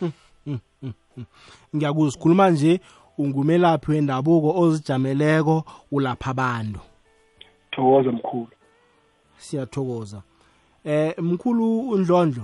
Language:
South Ndebele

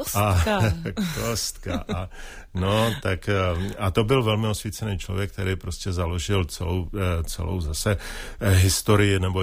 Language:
Czech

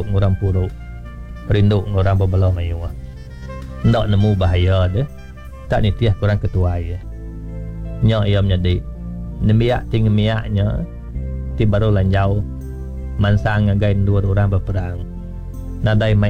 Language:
Iban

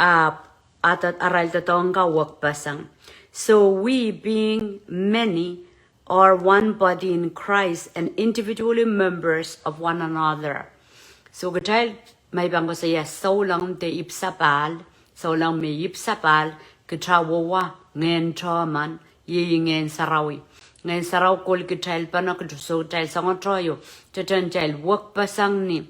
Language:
Pohnpeian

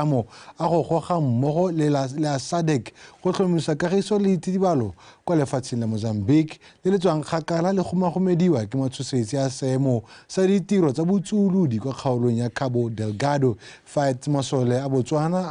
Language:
Tswana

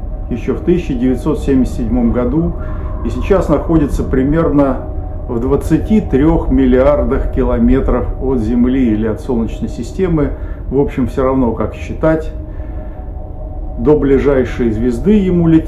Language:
Russian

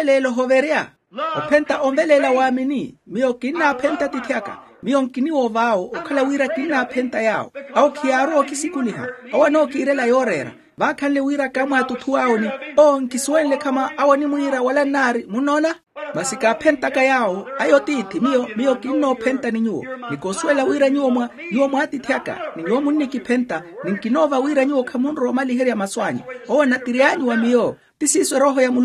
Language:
Makhuwa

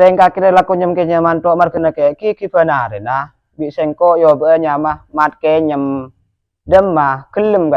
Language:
Madurese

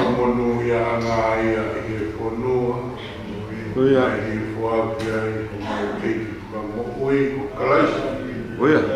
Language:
Tongan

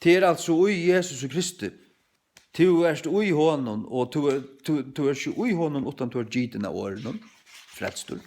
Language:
Faroese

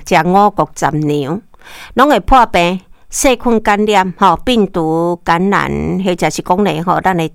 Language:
Min Nan Chinese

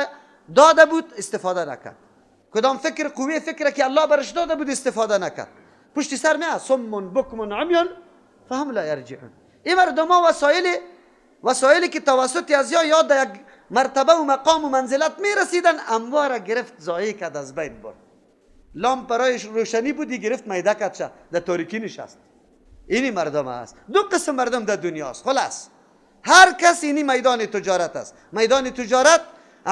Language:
Persian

